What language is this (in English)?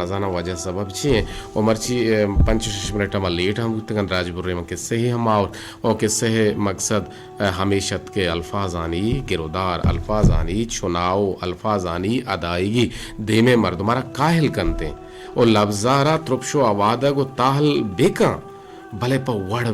Eastern Balochi